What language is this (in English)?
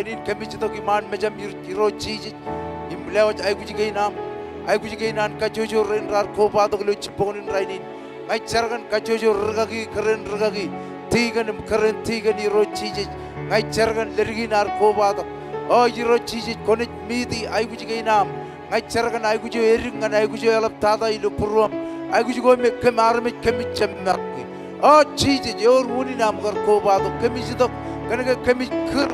Marshallese